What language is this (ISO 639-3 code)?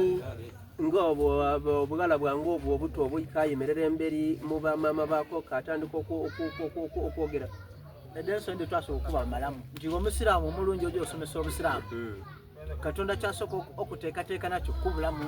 xog